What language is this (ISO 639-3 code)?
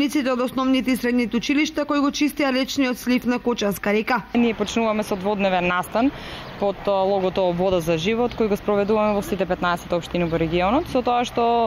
mkd